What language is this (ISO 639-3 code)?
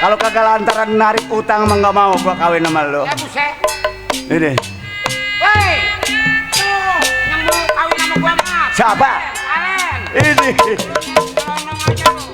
bew